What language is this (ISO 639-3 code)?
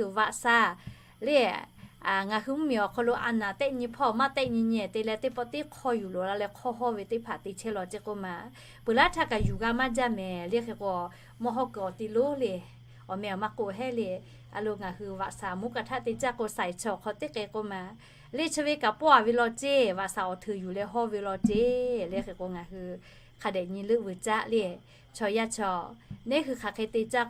lhu